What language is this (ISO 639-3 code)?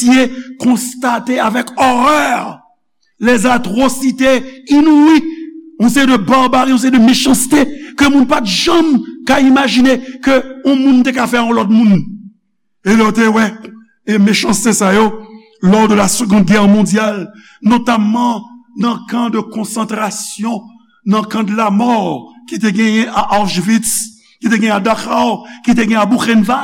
hat